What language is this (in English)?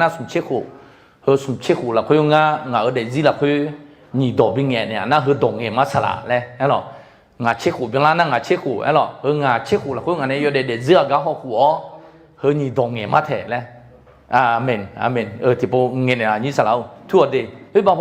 Akha